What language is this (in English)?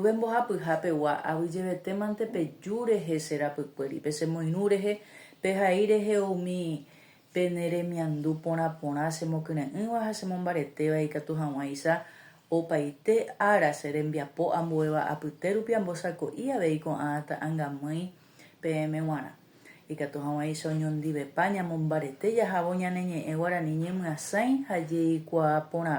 Guarani